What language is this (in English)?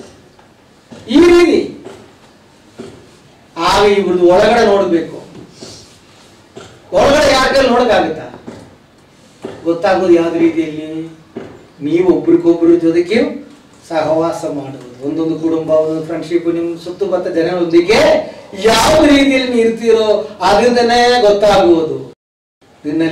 Kannada